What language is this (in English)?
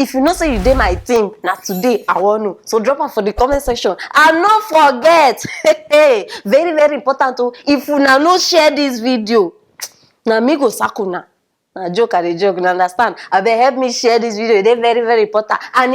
Nigerian Pidgin